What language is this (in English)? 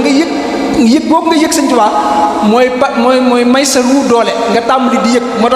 Wolof